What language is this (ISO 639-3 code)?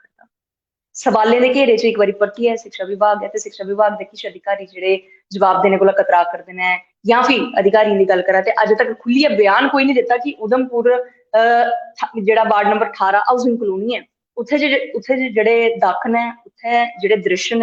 doi